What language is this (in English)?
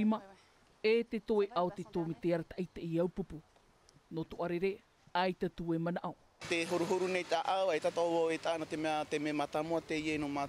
Tahitian